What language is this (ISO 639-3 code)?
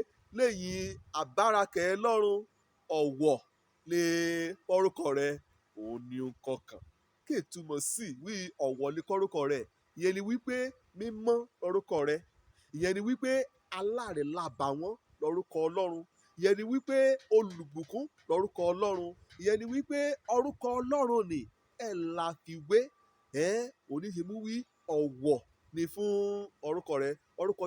yor